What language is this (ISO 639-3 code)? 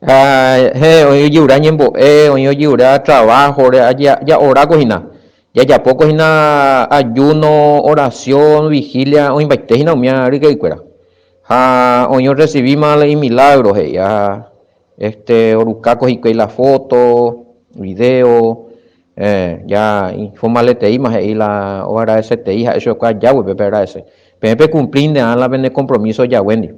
grn